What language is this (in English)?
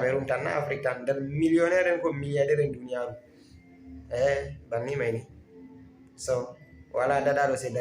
Fula